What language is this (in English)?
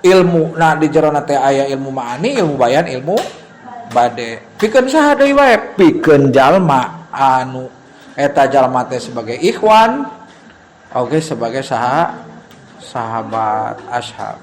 Sundanese